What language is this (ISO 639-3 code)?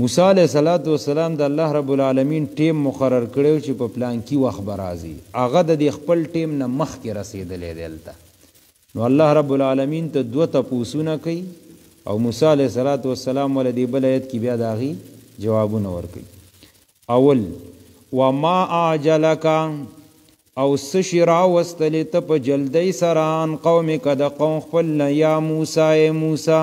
pus